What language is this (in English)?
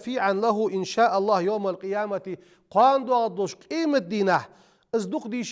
Ingush